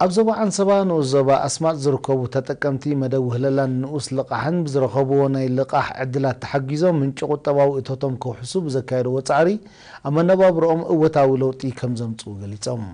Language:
Tigrinya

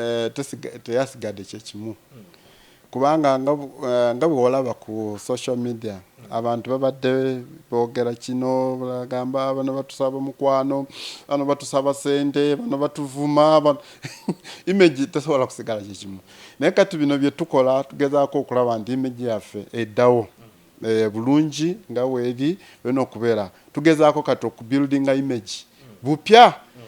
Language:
Ganda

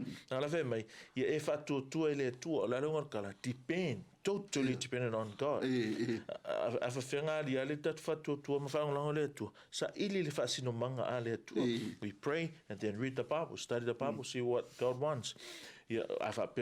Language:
Samoan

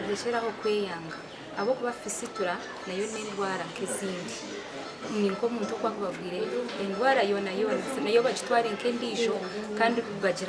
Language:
Nyankole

